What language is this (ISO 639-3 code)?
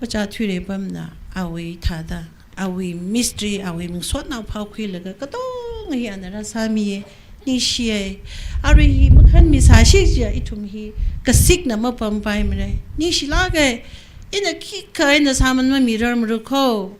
nmf